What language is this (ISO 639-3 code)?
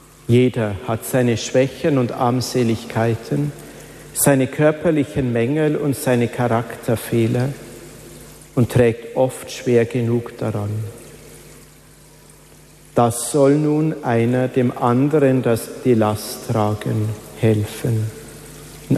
deu